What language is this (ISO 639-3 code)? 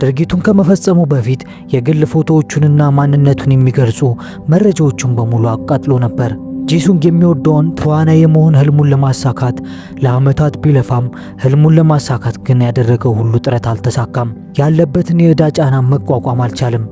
amh